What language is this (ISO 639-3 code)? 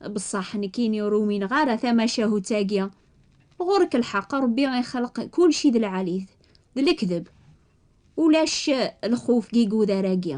kab